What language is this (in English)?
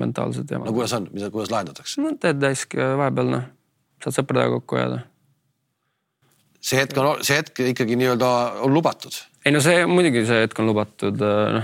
Estonian